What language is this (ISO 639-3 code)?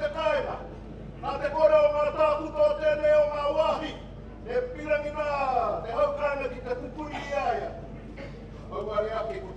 mri